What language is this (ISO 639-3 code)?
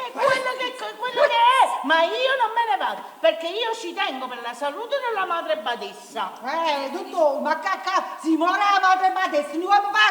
nap